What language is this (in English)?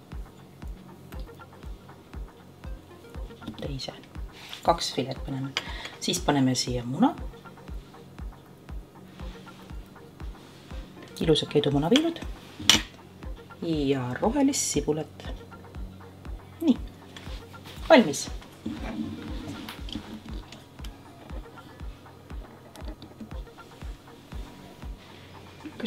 Estonian